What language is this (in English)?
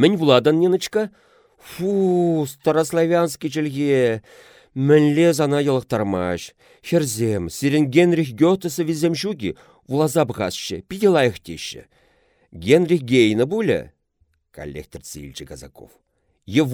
Chuvash